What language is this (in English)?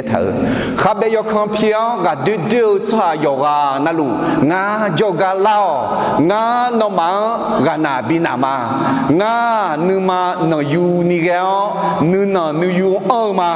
Akha